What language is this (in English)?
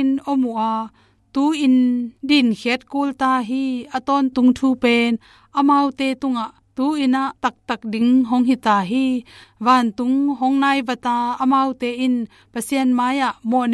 Tedim Chin